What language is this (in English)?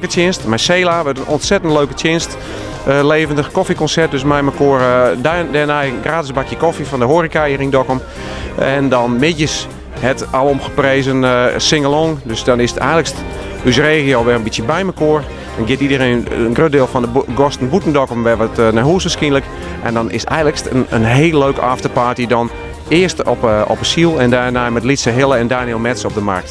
Western Frisian